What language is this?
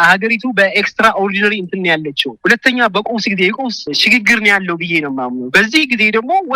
Amharic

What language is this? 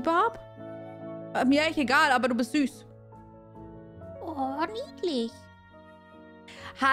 German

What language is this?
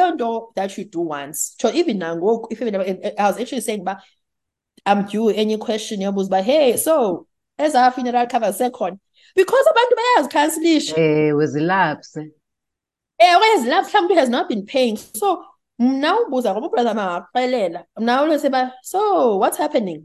Xhosa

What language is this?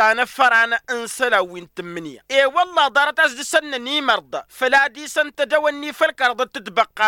Tamasheq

